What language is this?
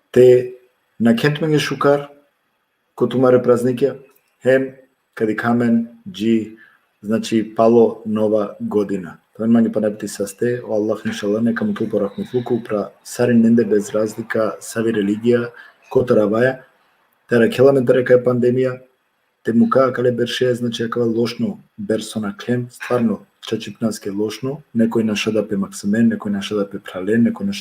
Balkan Romani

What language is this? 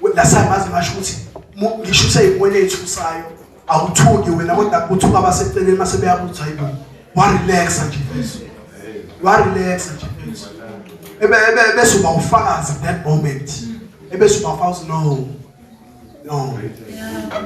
Zulu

